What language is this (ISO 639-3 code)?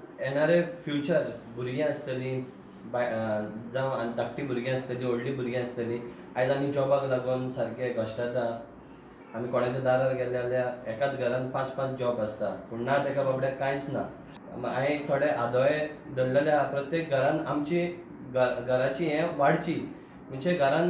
kok